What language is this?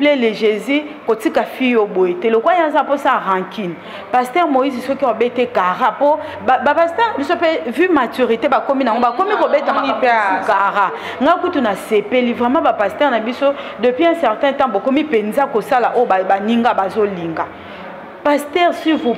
Lingala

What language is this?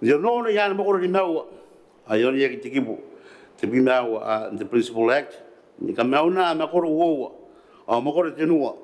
Gilbertese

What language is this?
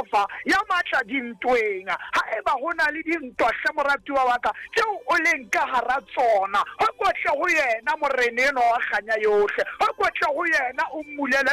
Southern Sotho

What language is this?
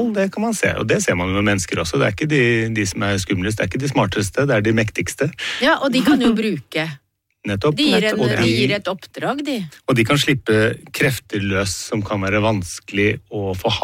Norwegian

